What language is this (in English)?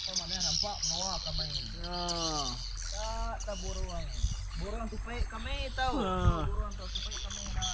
Iban